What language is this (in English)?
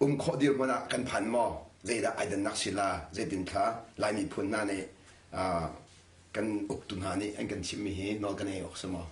Hakha Chin